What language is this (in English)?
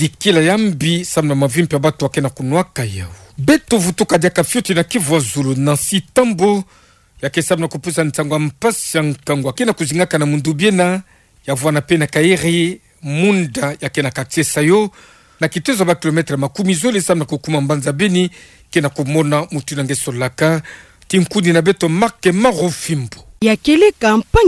Kituba (Democratic Republic of Congo)